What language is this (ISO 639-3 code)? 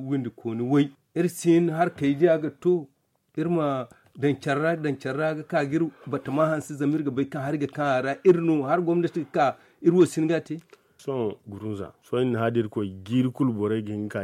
dje